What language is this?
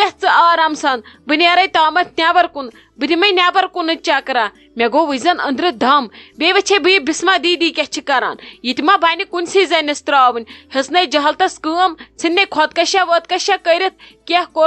Kashmiri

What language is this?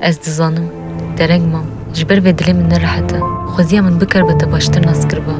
Kurdish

